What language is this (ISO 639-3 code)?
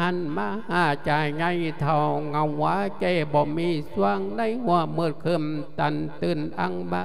lao